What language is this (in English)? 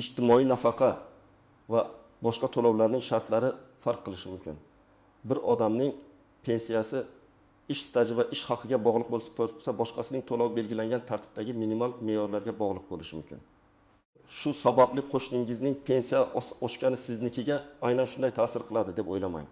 Uzbek